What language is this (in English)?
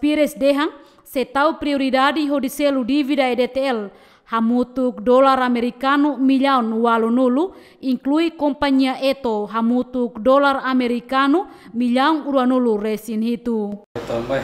Tetum